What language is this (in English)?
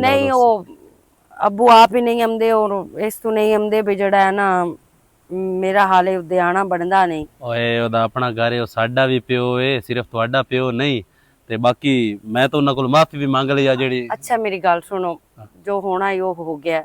Western Panjabi